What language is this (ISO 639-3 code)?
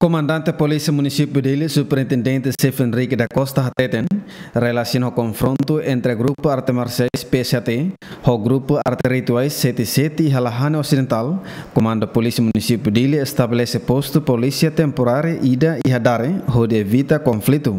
tet